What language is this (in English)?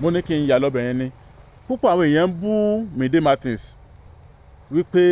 Yoruba